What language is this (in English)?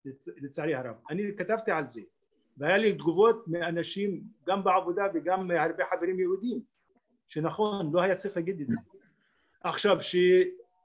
Hebrew